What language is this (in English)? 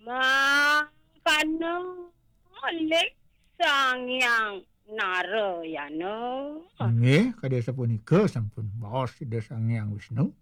Balinese